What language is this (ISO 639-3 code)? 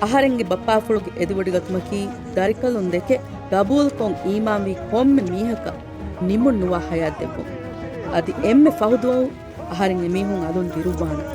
div